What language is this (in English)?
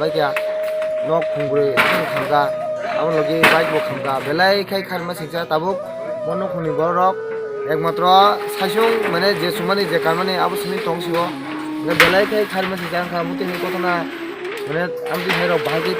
Kok Borok